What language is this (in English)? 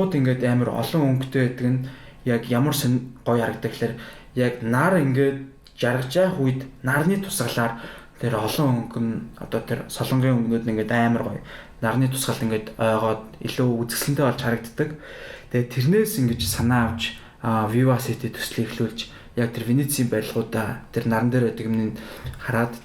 Mongolian